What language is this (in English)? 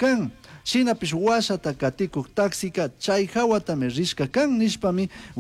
Chimborazo Highland Quichua